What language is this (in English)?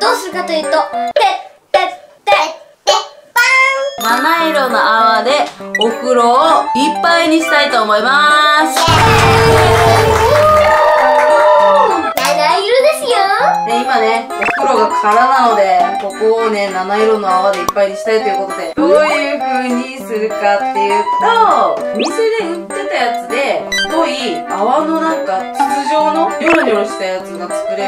Japanese